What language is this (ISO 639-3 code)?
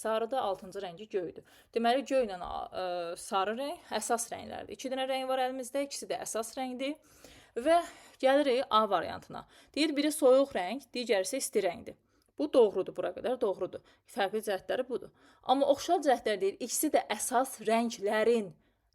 aze